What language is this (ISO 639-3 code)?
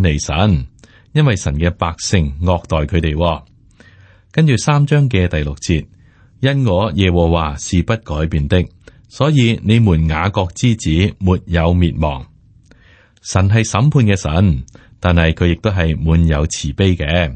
yue